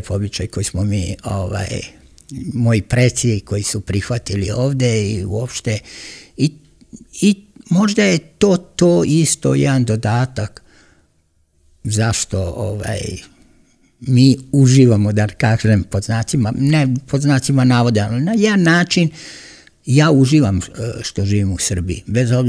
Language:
Serbian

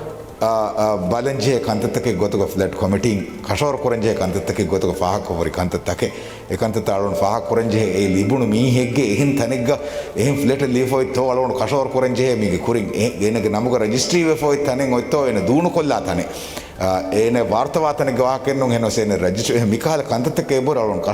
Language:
Divehi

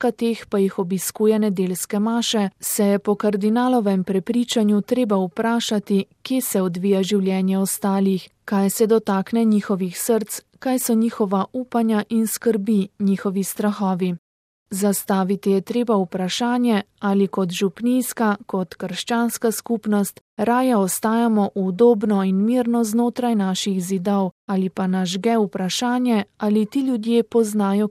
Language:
Slovenian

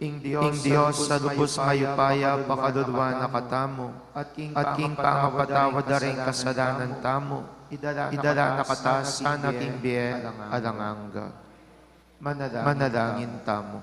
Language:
Pampanga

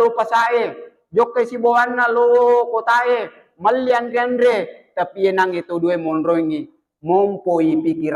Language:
Buginese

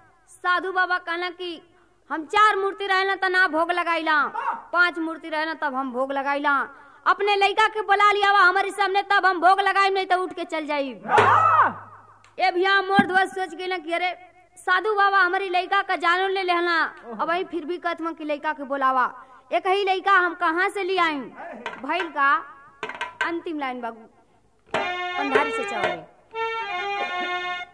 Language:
Bhojpuri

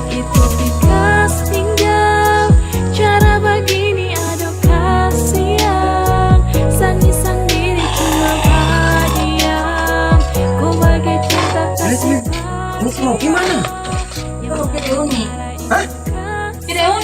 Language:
Ambonese Malay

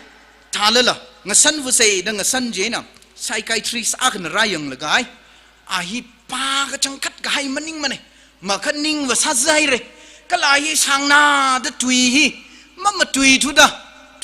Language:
Tangkhul Naga (India)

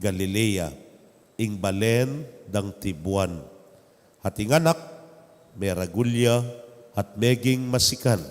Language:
Pampanga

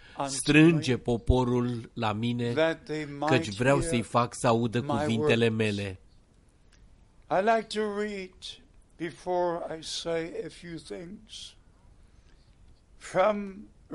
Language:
Romanian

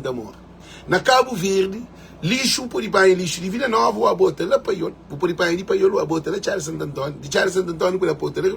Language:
Kabuverdianu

